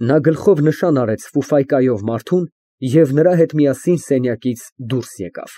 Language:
Armenian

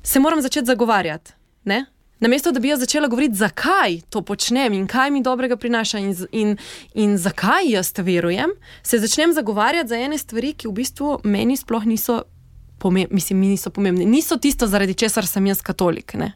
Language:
Slovenian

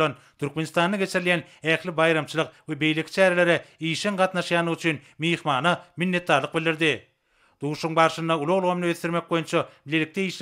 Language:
Turkmen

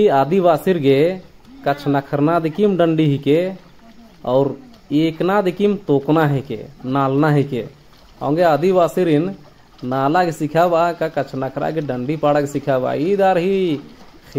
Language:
Kurukh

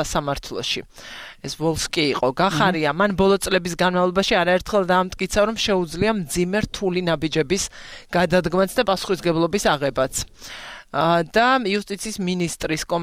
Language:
Georgian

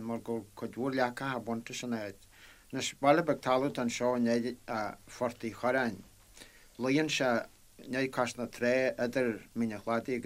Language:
Irish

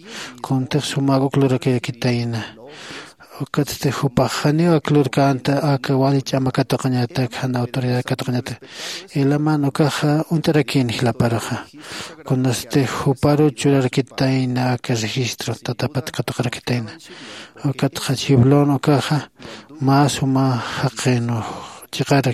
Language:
Aymara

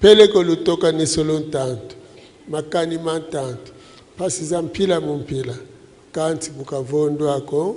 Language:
Lingala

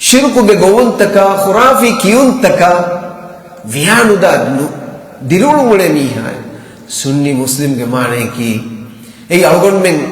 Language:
Divehi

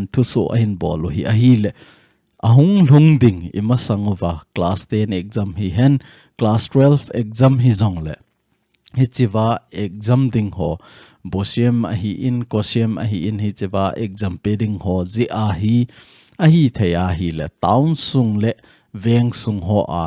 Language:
Thado Chin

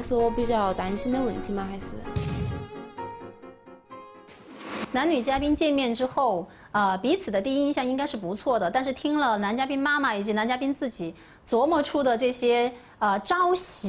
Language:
Chinese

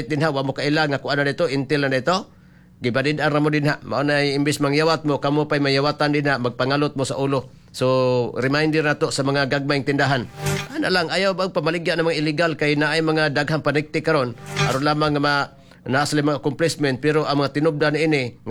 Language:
Cebuano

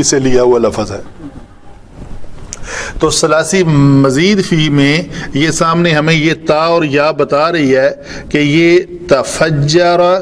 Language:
Urdu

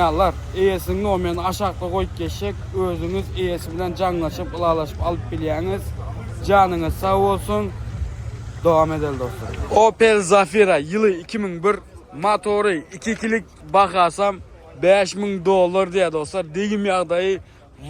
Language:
Turkmen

